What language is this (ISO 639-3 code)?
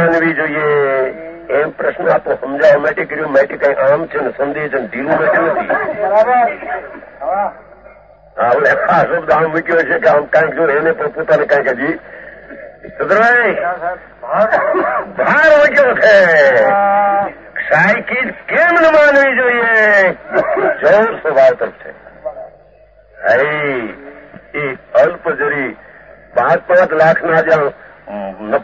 guj